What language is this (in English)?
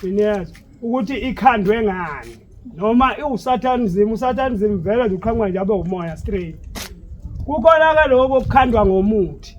Zulu